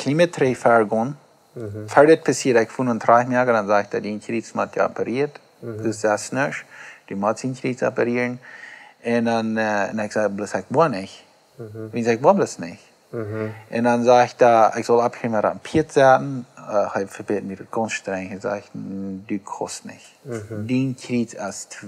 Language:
Plautdietsch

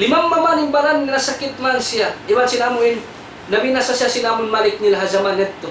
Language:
Tausug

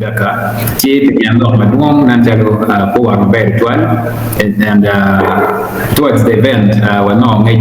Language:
Acoli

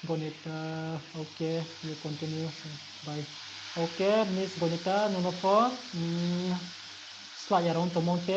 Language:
Riang (India)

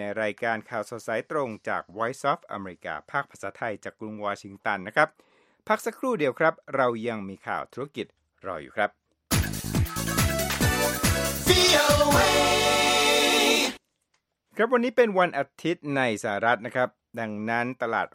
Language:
Thai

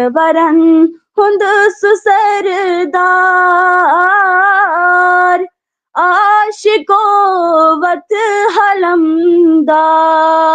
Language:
Kashmiri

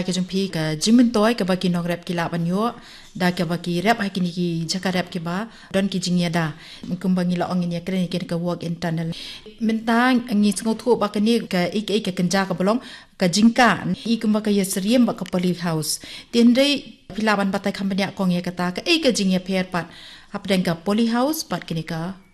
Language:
Khasi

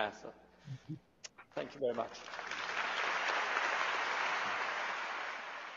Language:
Persian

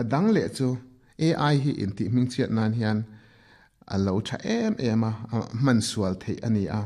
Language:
Mizo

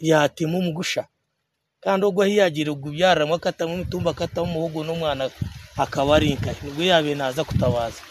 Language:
Nyankole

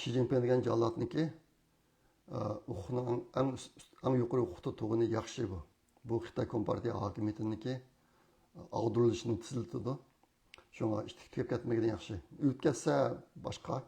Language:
Uyghur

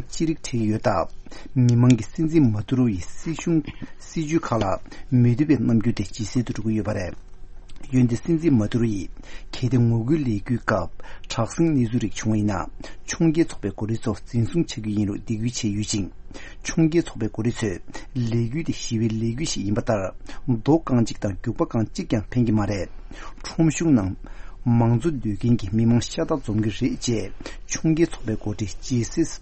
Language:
Tibetan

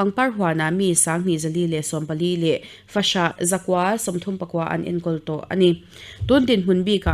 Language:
Mizo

